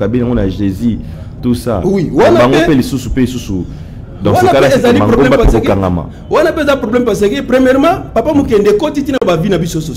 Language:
Lingala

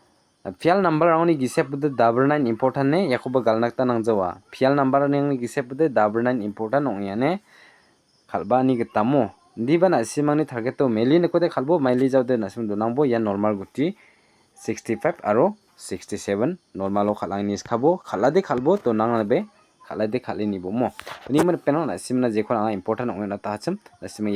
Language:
Garo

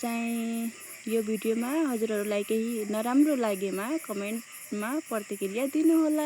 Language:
Nepali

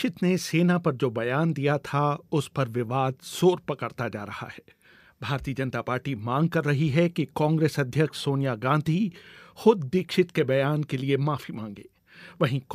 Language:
Hindi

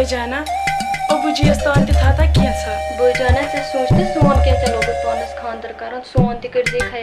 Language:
Kashmiri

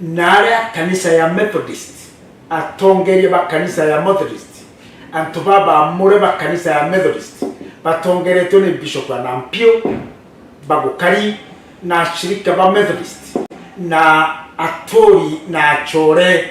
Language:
Meru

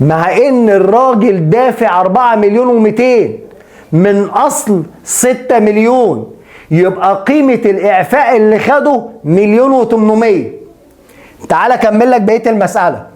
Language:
Egyptian Arabic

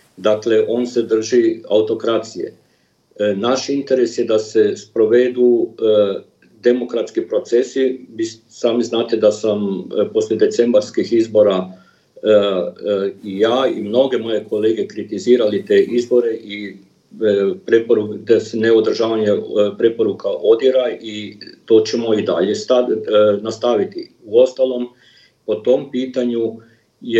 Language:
Serbian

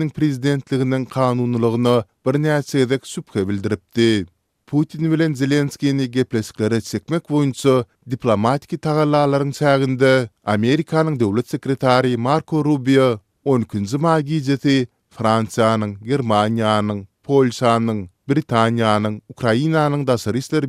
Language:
Turkmen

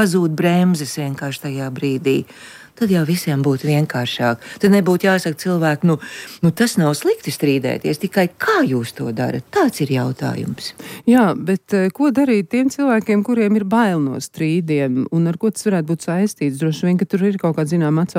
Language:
Latvian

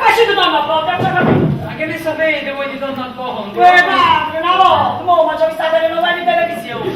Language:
Neapolitan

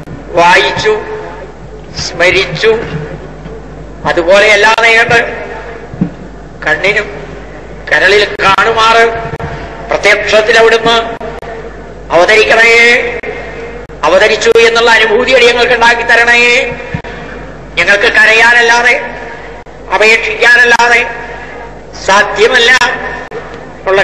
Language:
Malayalam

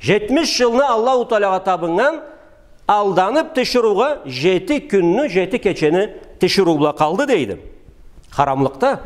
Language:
Karachay-Balkar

